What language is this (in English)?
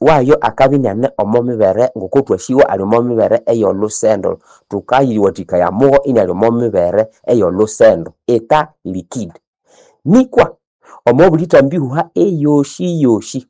Nande